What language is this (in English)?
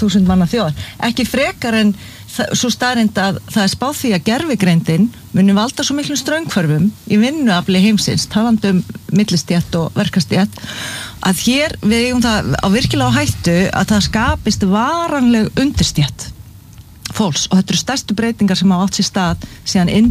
Icelandic